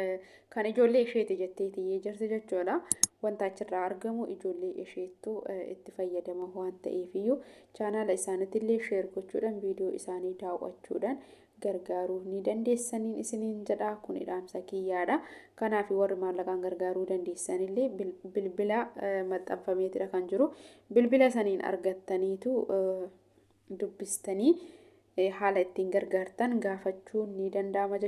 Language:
Oromo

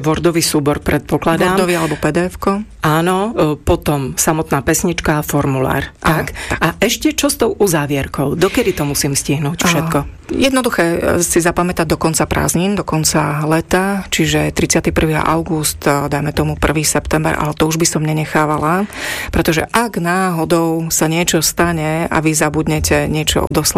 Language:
Slovak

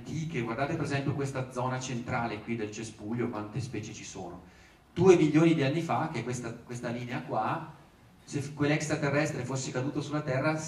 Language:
Italian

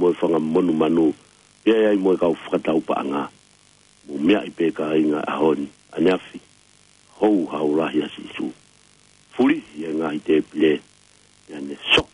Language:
Tongan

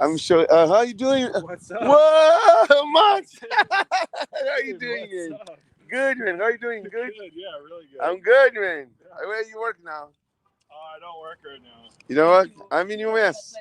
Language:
Kabuverdianu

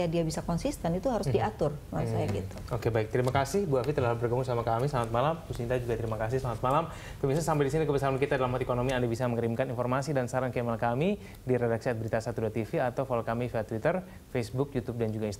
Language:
Indonesian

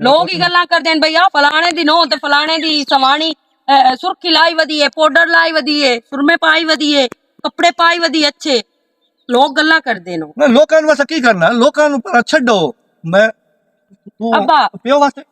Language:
Western Panjabi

